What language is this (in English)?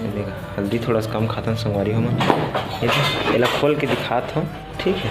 Chhattisgarhi